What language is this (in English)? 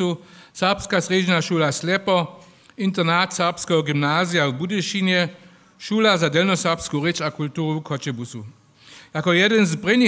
Upper Sorbian